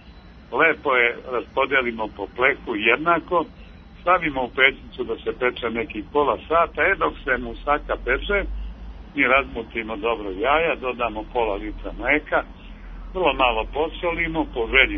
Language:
Serbian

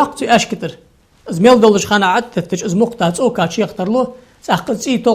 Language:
Ingush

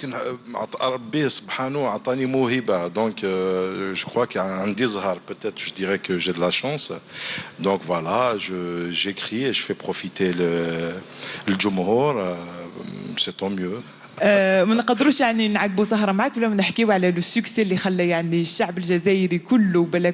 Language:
Algerian Arabic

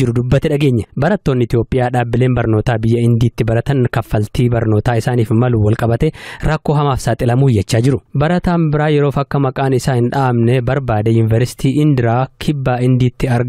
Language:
Oromo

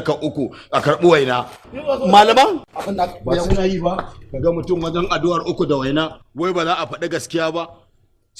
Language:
Hausa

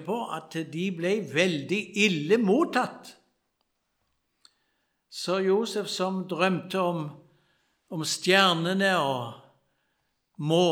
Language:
Norwegian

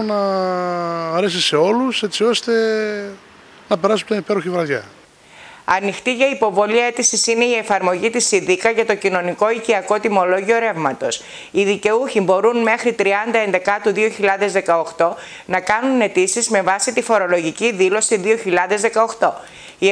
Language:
Greek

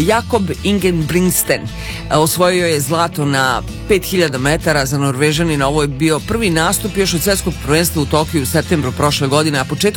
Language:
Serbian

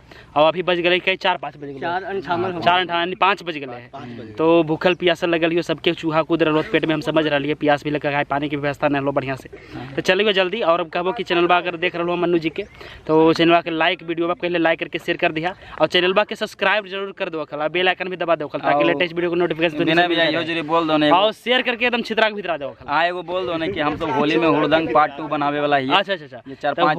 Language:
Magahi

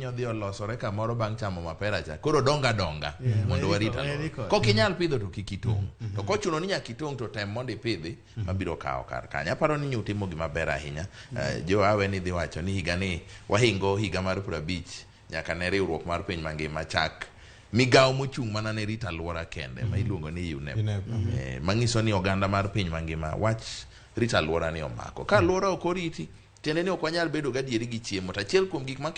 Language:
Luo (Kenya and Tanzania)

